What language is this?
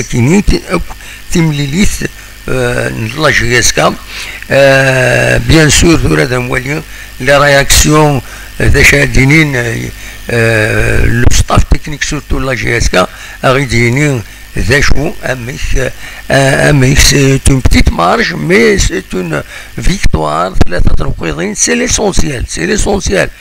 Kabyle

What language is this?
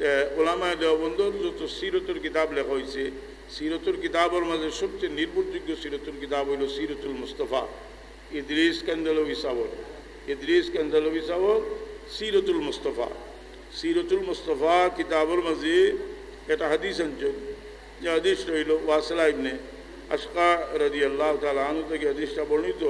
Sylheti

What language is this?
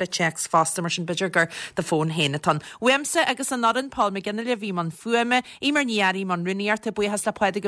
Irish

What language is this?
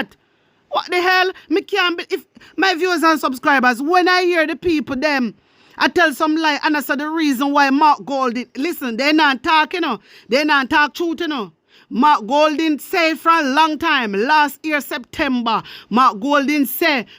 Jamaican Creole English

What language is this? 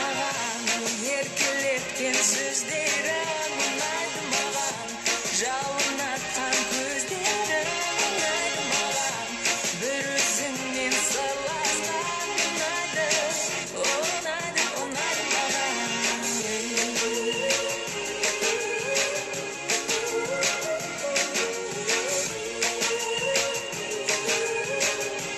Kazakh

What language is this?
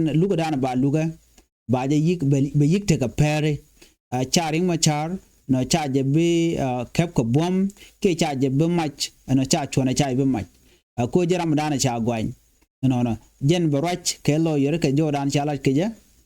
Nuer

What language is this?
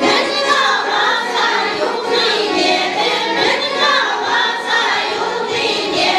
Chuvash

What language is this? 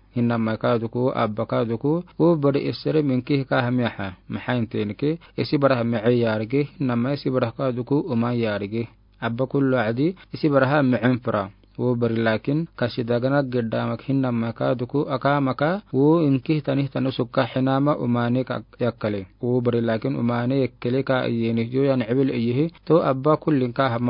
Afar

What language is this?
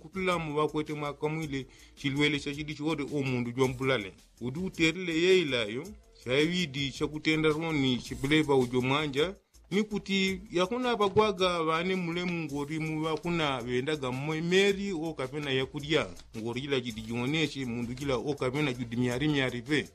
Yao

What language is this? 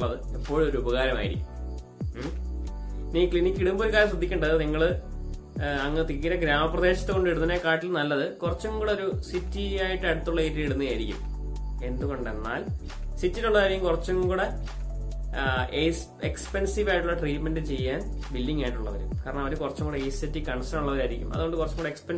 Malayalam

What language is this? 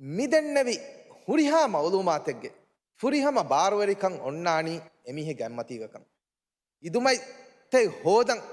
Divehi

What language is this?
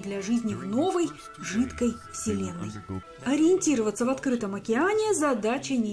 Russian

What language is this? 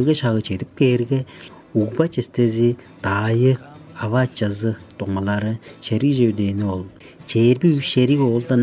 Tuvinian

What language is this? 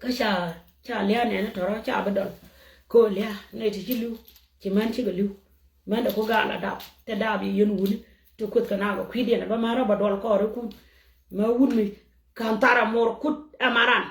Nuer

